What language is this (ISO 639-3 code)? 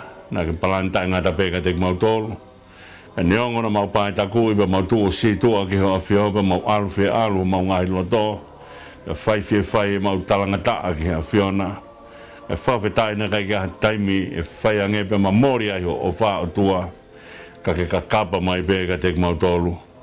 ton